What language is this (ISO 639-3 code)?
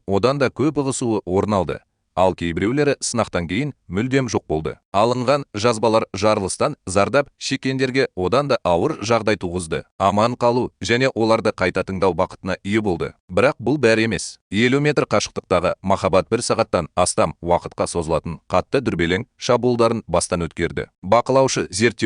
kaz